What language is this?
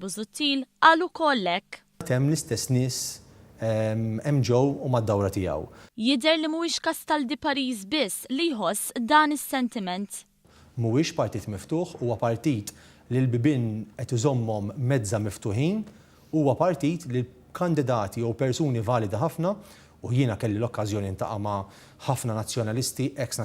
Maltese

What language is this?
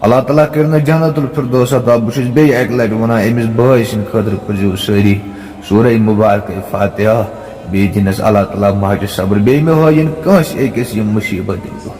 Kashmiri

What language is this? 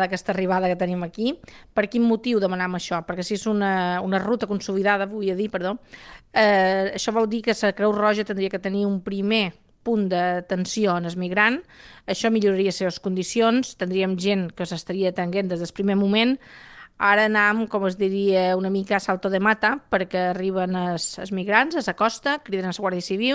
Catalan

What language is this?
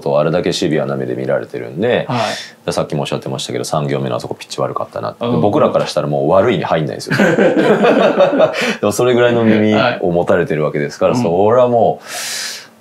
Japanese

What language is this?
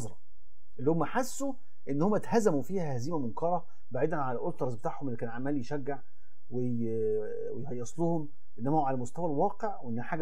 Egyptian Arabic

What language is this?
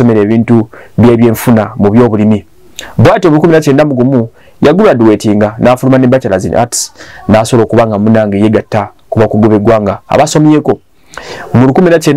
Ganda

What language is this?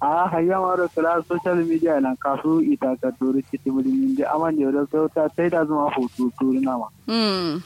Kanuri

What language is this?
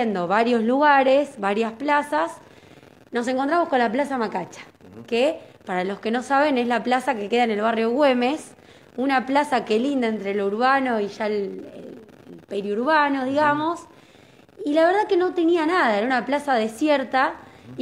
Spanish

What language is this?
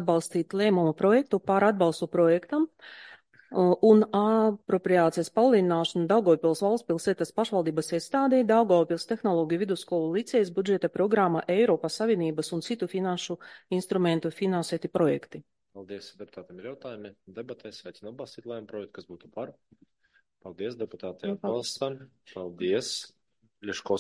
Latvian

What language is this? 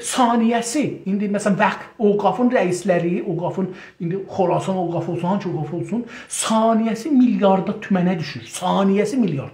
South Azerbaijani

